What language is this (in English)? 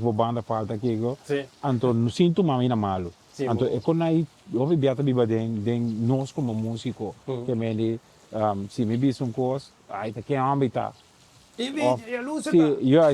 Papiamento